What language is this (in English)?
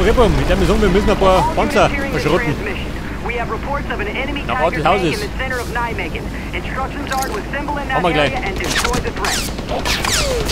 Bavarian